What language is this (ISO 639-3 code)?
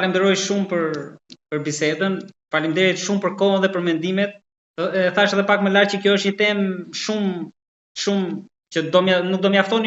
sqi